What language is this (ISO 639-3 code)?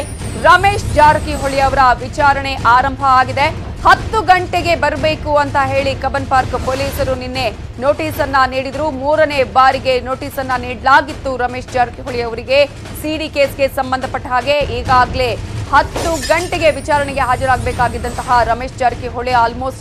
kan